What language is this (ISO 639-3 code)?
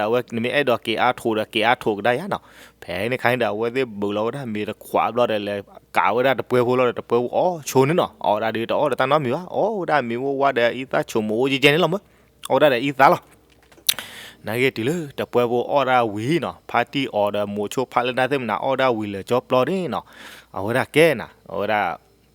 ksw